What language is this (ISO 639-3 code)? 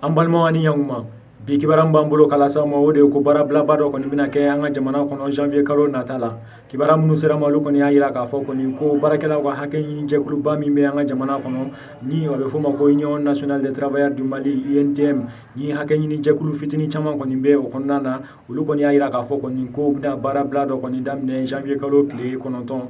bam